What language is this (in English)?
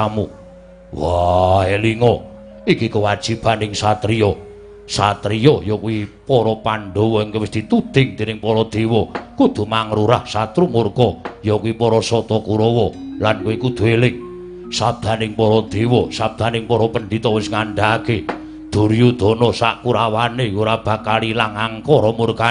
Javanese